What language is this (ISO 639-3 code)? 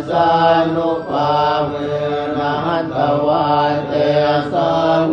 pli